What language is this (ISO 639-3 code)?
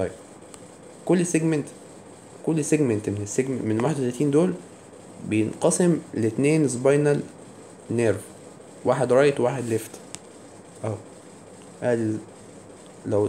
arz